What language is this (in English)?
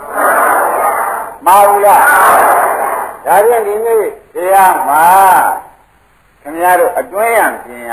Burmese